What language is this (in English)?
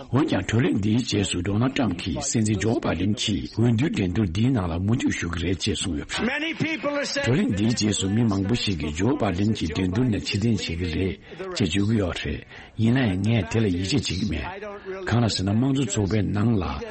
Tibetan